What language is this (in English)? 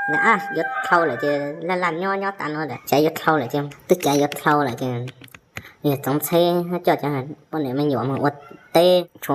Hmong